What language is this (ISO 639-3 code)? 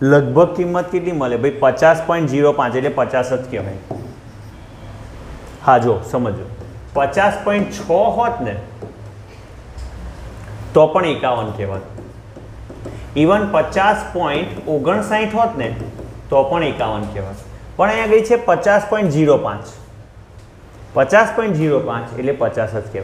guj